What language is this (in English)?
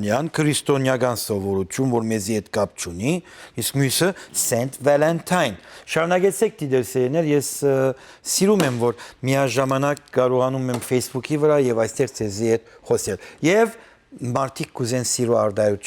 Western Armenian